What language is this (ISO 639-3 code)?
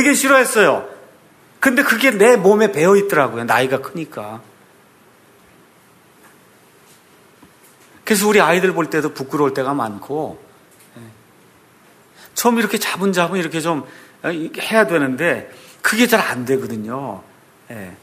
kor